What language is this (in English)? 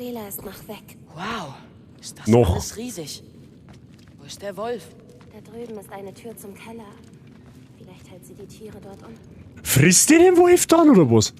Bavarian